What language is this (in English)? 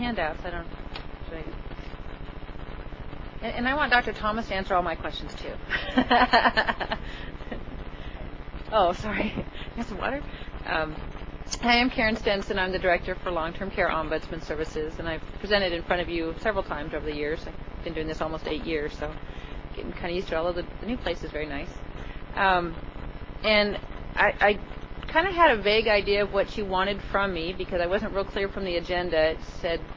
English